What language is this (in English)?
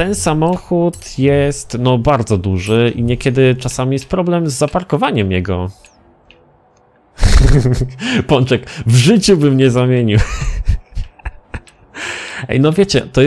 Polish